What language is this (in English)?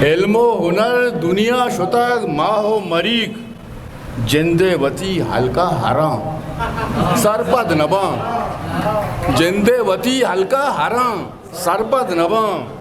Eastern Balochi